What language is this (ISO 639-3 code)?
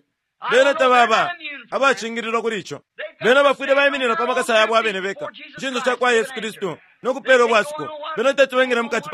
bem